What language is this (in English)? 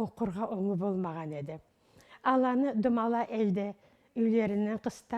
Karachay-Balkar